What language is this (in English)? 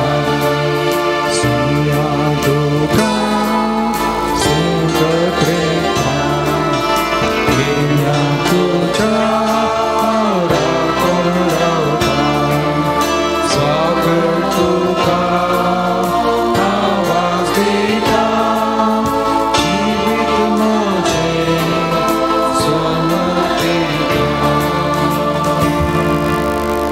Konkani